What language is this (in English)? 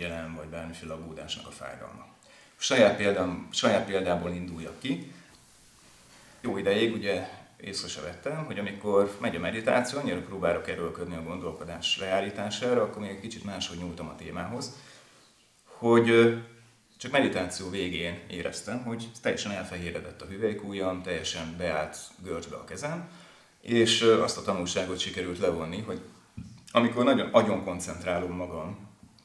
Hungarian